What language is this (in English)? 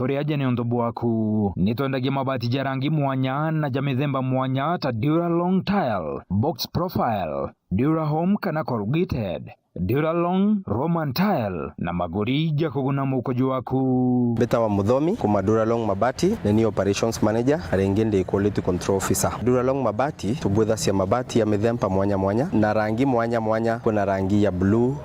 Meru